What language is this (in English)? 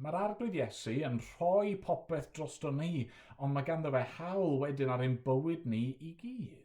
Welsh